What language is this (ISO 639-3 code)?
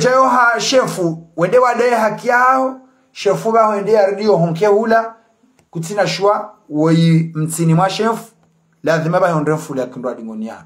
zdj